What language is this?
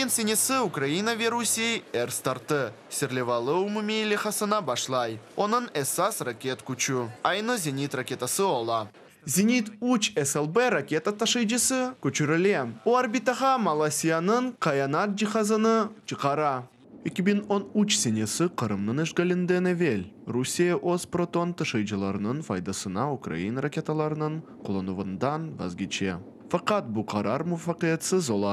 Crimean Tatar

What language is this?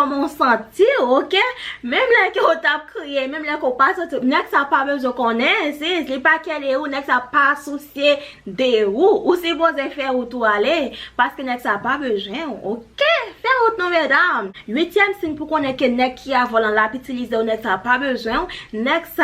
Haitian Creole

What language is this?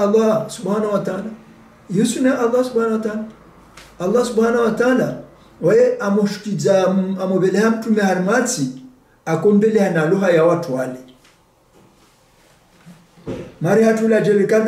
Swahili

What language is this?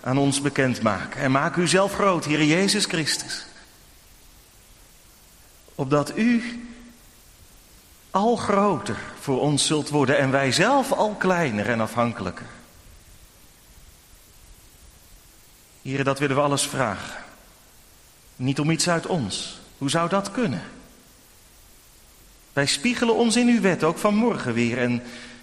Dutch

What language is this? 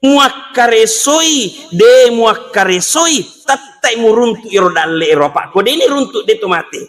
Buginese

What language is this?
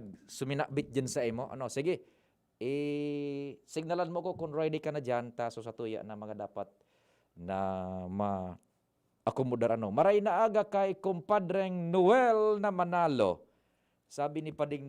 Bikol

